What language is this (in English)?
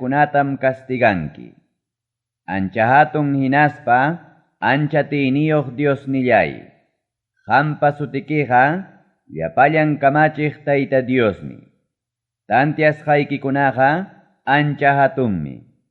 Ayacucho Quechua